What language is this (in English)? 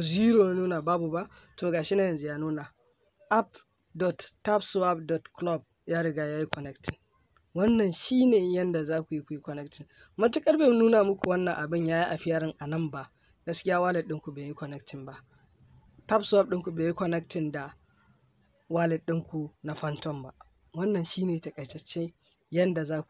Hausa